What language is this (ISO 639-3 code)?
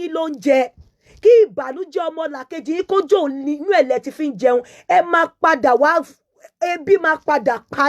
yor